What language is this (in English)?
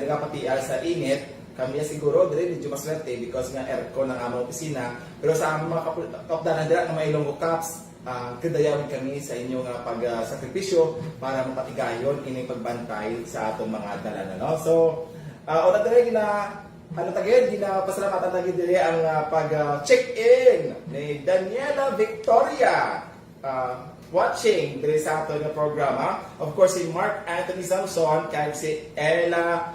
Hiligaynon